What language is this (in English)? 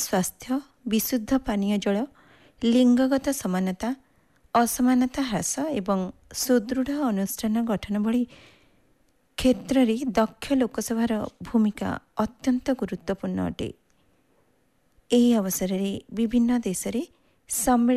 Odia